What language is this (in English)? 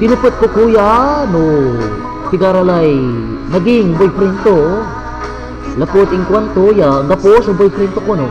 Pangasinan